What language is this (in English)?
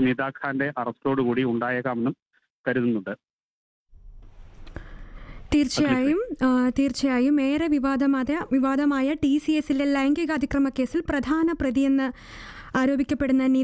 Malayalam